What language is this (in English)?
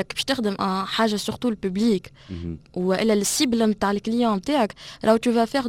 Tunisian Arabic